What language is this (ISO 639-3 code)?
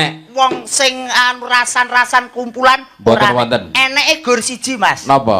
jav